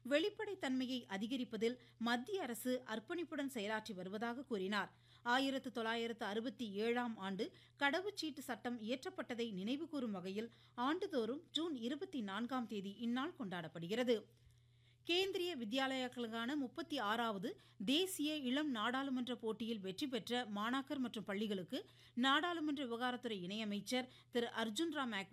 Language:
Tamil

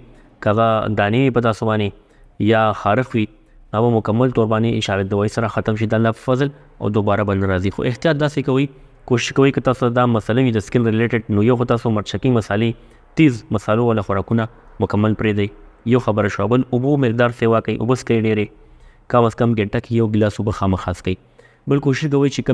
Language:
Pashto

